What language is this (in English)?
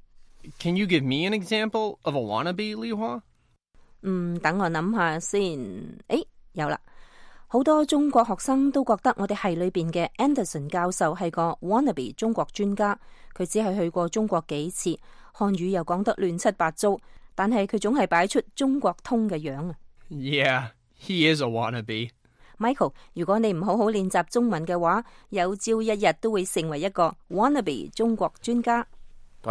Cantonese